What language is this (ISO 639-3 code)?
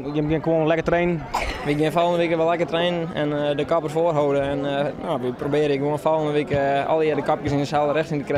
fry